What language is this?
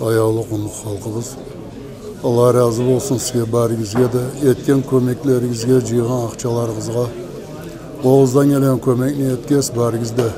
Kumyk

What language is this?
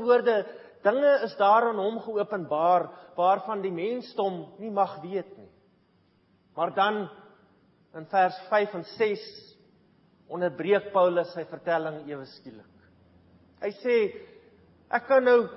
Afrikaans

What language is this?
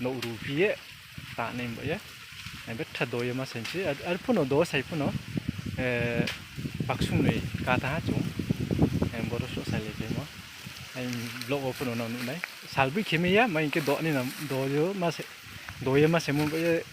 Riang (India)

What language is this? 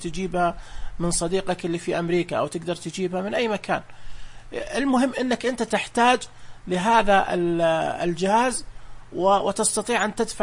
Najdi Arabic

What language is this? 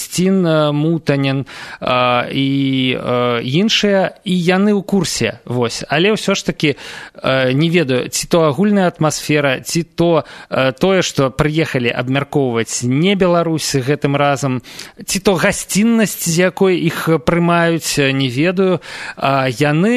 Belarusian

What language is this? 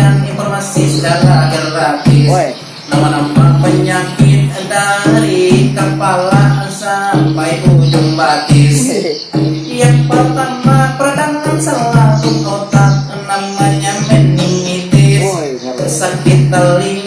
Banjar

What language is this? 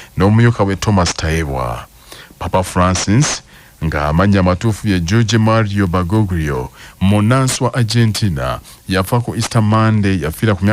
Ganda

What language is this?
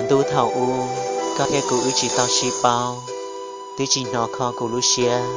Hmong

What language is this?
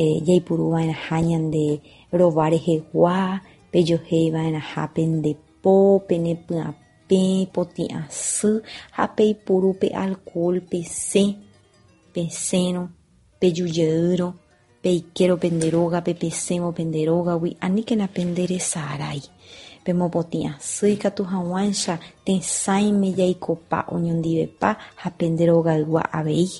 Guarani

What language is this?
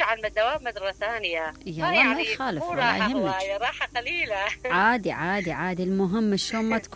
Mesopotamian Arabic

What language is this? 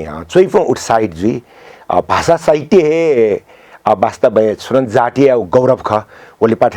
Newari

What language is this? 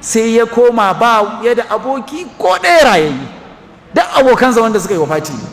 Hausa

